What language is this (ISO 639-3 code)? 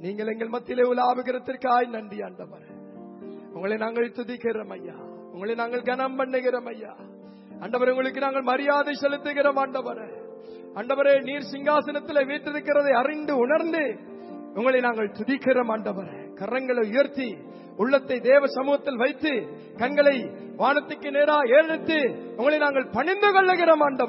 tam